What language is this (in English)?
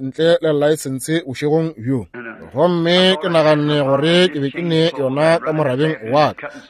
Northern Sotho